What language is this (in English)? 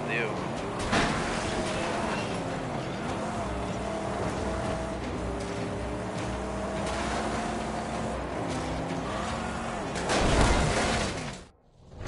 English